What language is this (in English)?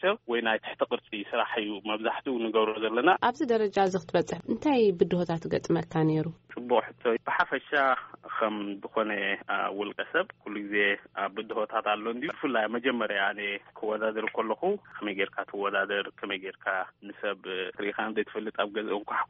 Tigrinya